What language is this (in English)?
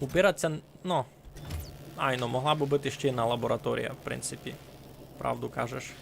Rusyn